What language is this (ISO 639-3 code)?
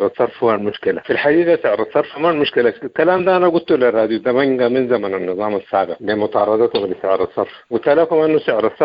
apd